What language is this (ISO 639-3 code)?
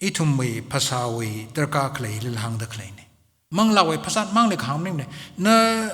nmf